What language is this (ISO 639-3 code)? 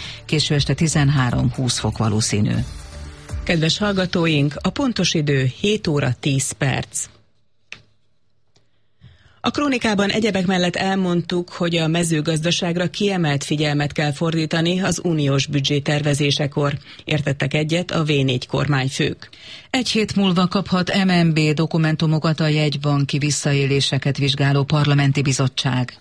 hun